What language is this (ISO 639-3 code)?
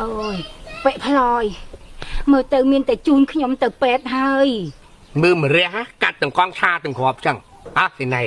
khm